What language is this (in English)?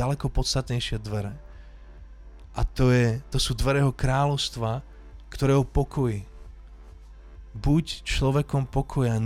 Slovak